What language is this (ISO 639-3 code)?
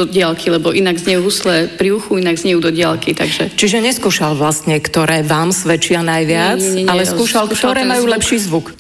slk